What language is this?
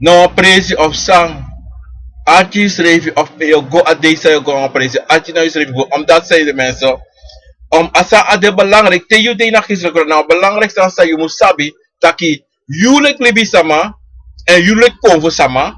Sranan Tongo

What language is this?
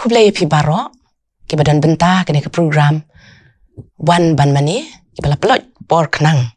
Khasi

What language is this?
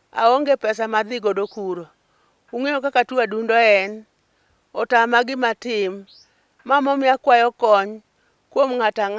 Luo (Kenya and Tanzania)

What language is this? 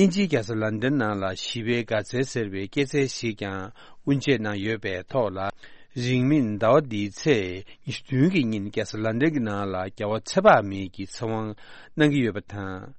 Tibetan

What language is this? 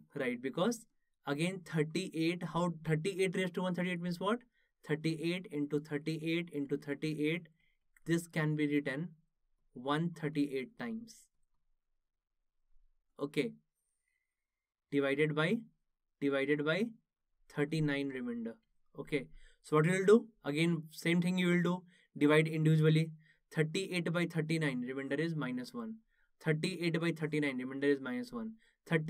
English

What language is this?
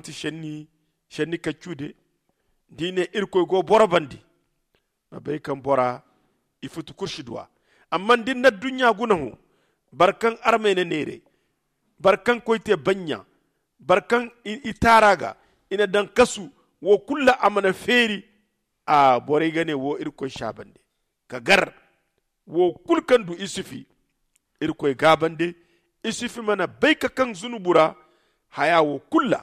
Zarma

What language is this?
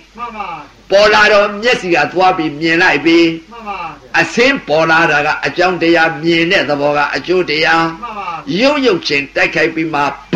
Burmese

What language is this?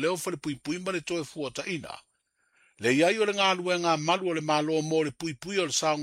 Samoan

